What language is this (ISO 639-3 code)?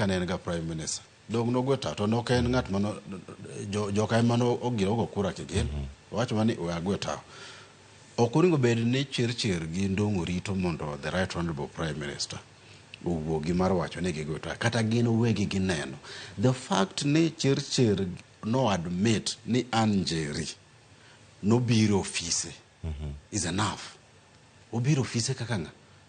luo